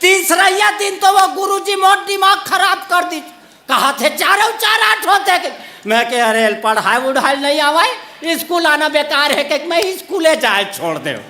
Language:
Chhattisgarhi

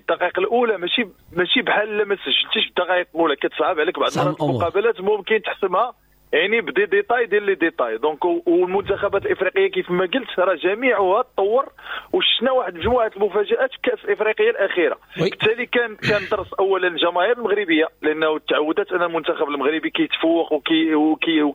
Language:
Moroccan Arabic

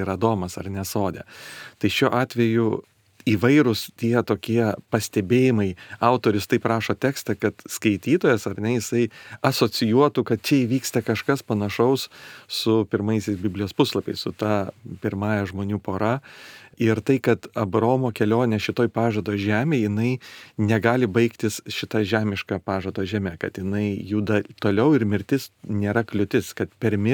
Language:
Lithuanian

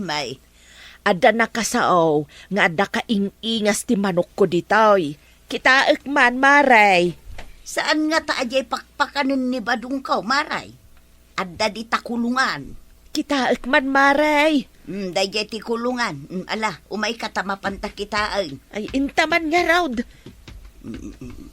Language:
Iloko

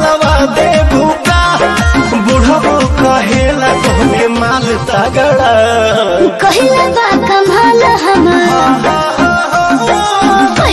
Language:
Bhojpuri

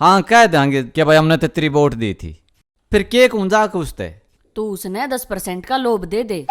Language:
Haryanvi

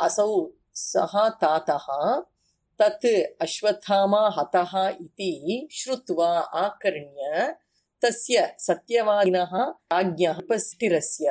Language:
Sanskrit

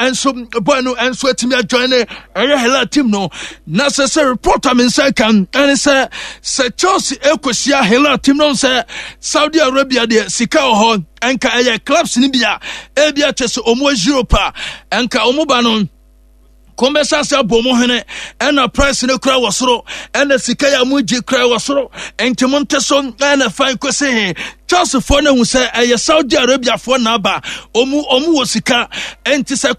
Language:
Akan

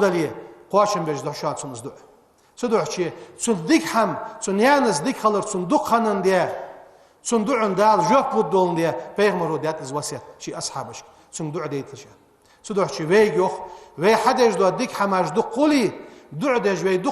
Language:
Ingush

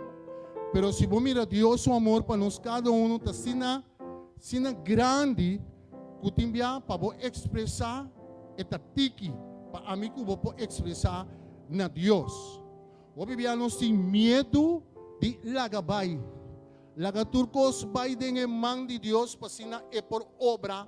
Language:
Papiamento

